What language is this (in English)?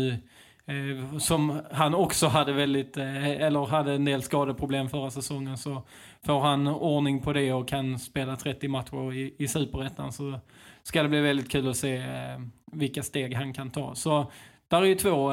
Swedish